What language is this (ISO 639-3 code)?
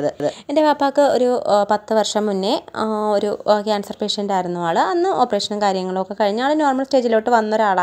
mal